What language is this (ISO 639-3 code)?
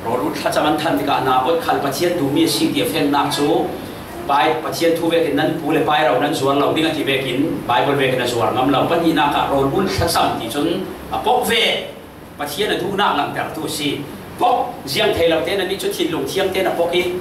cfm